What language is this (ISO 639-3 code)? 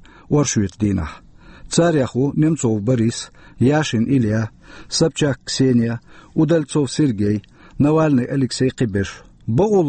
che